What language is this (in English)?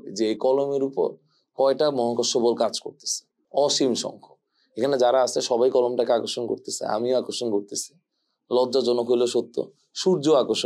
Bangla